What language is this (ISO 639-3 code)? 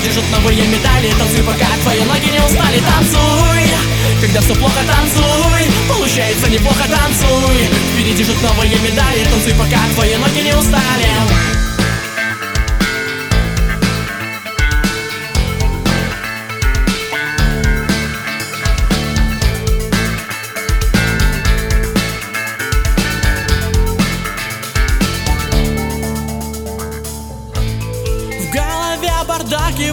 rus